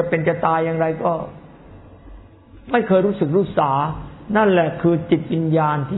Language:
Thai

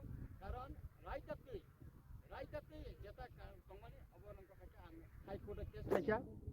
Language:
Kok Borok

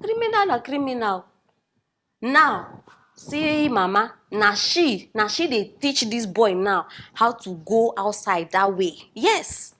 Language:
Nigerian Pidgin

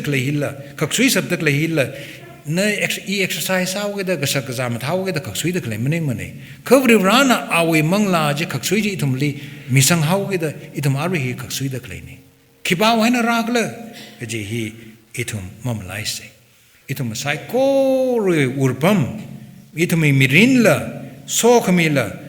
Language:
Tangkhul Naga (India)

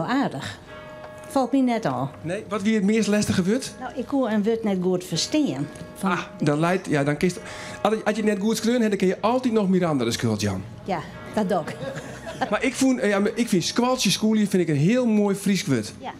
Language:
Western Frisian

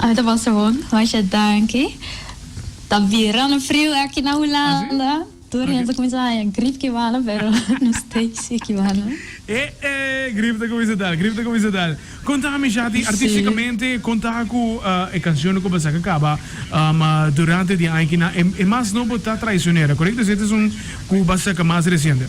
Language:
Papiamento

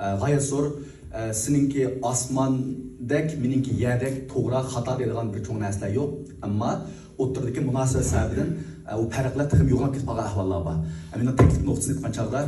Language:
Uyghur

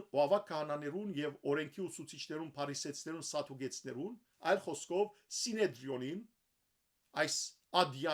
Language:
Western Armenian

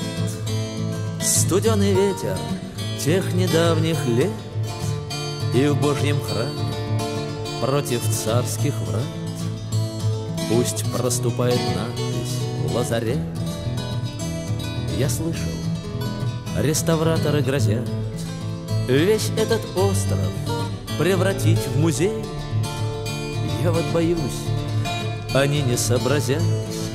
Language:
Russian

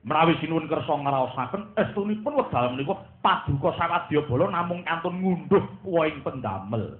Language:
Javanese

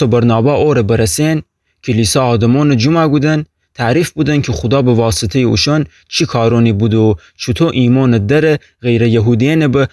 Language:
Gilaki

